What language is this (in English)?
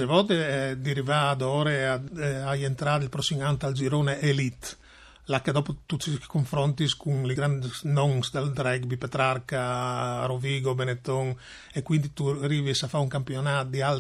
Friulian